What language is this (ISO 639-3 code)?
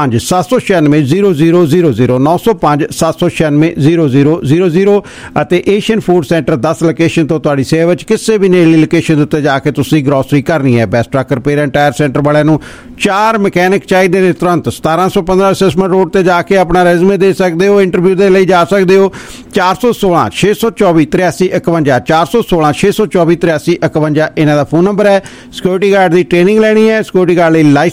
pan